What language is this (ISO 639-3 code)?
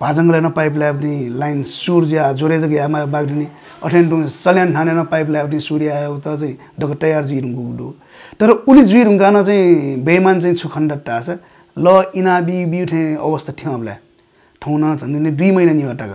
new